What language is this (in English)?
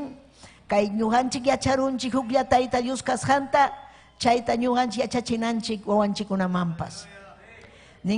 Ayacucho Quechua